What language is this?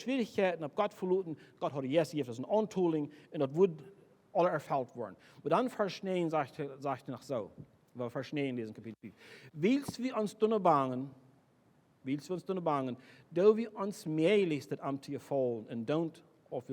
Plautdietsch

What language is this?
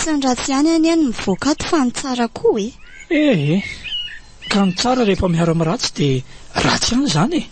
Malagasy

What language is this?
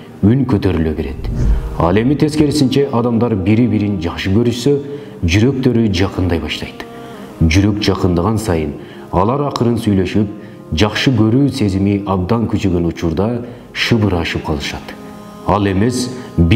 Kyrgyz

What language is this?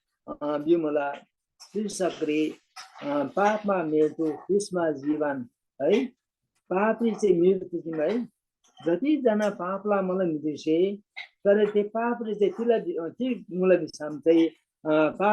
Eastern Tamang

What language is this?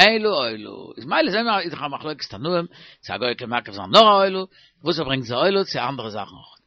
Yiddish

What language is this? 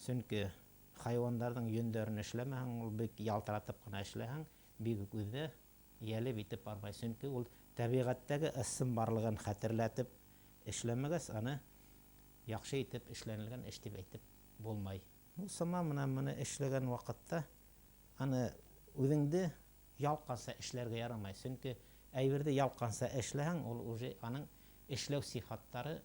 Bashkir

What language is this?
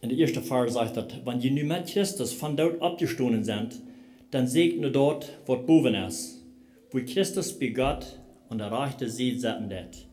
Plautdietsch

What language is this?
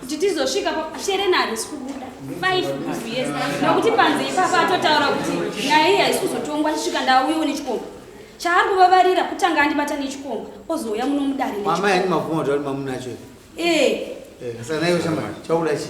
Shona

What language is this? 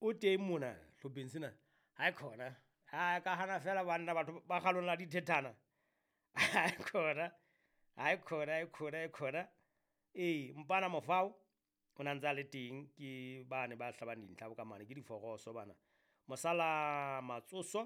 Southern Sotho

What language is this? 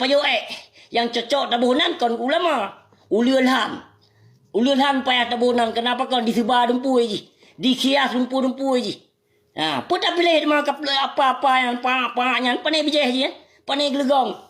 Achinese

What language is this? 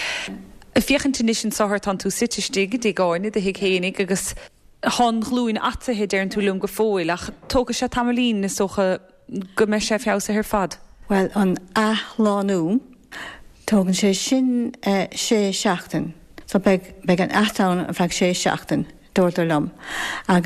Irish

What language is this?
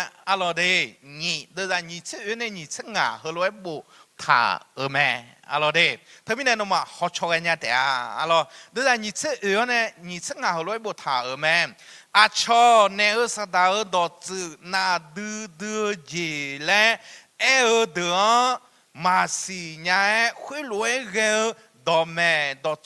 Akha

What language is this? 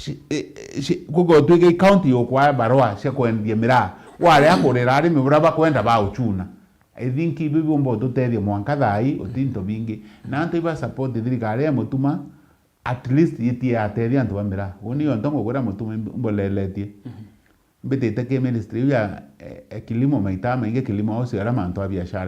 Meru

